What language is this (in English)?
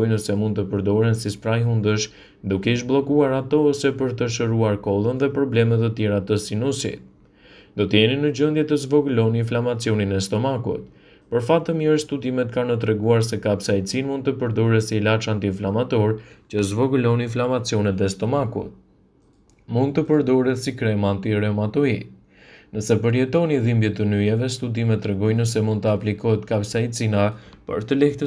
Albanian